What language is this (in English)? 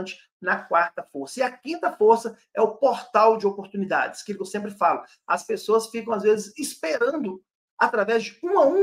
Portuguese